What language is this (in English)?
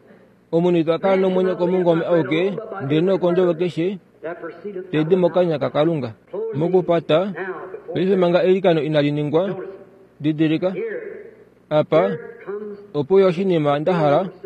Kuanyama